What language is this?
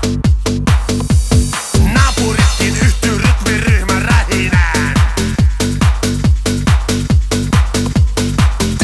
Finnish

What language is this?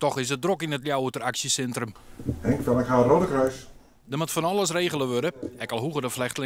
Western Frisian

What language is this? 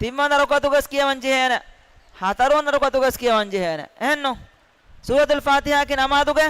Divehi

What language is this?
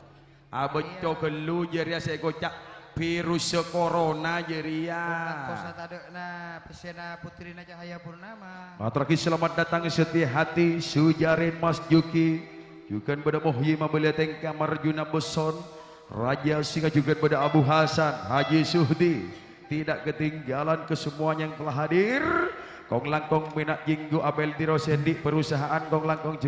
Madurese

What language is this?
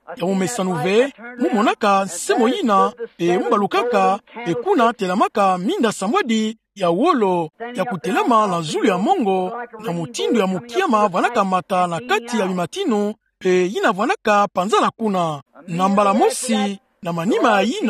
Kituba (Democratic Republic of Congo)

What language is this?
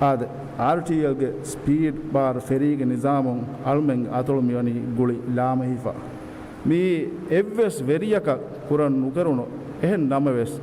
Divehi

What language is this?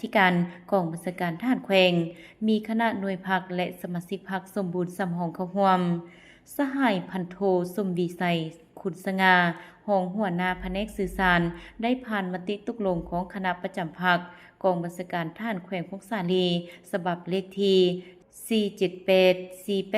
Lao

